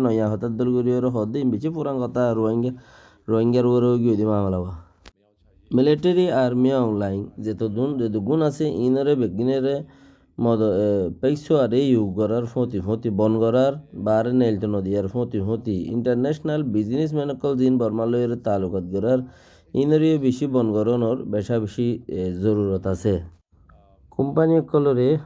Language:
Rohingya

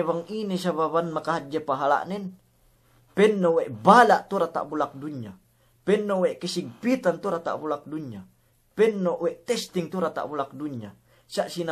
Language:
Yakan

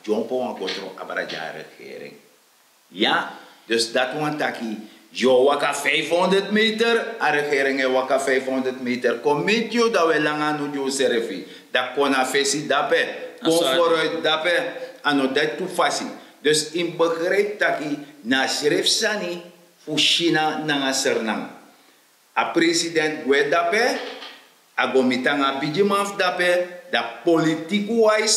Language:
Sranan Tongo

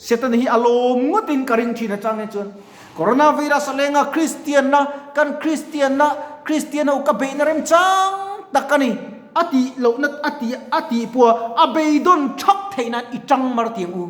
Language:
Mizo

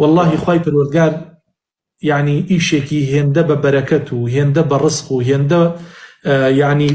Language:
Central Kurdish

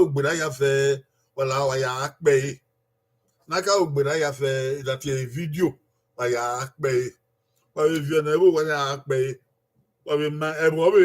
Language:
Bini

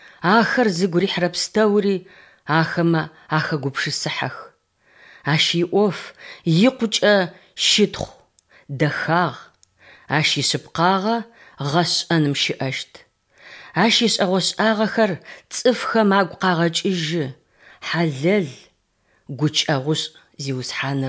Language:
Adyghe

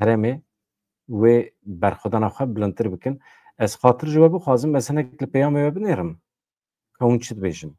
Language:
Kurdish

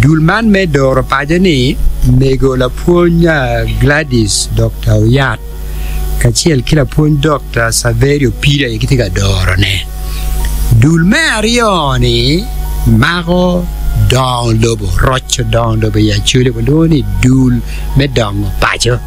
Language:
Acoli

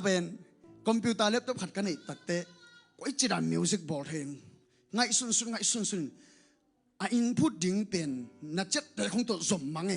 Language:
Tedim Chin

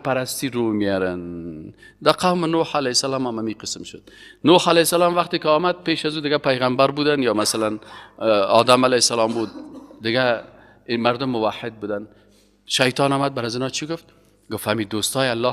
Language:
Persian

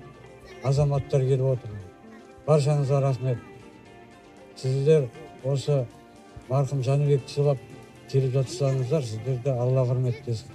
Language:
Kazakh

